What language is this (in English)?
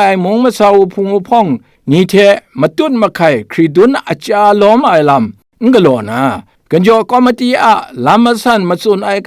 Kachin